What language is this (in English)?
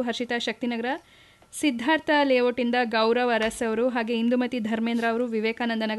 Kannada